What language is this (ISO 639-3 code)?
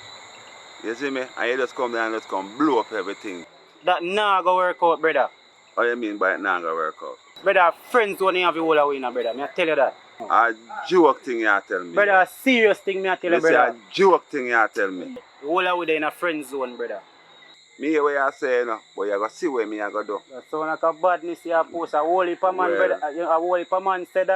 jam